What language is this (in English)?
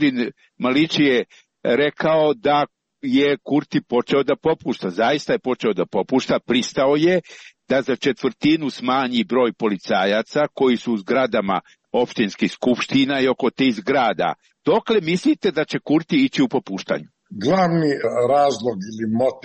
Serbian